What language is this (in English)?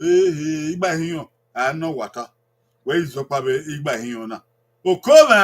Bini